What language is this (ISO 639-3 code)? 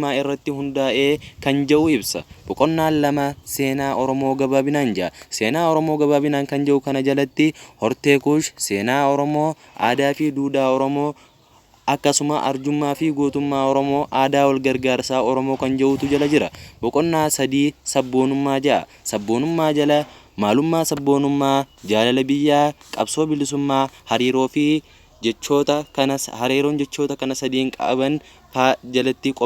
orm